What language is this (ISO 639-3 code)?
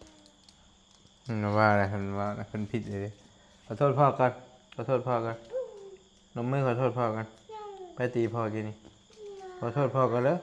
tts